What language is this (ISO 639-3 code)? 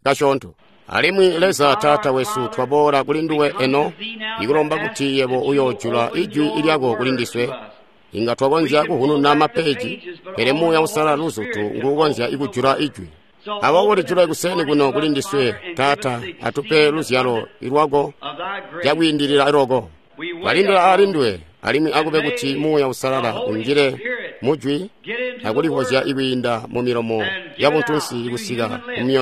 toi